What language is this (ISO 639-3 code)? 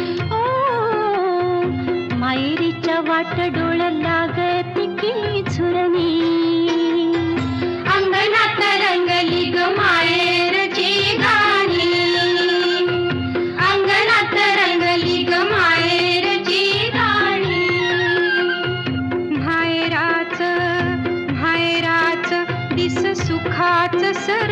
mar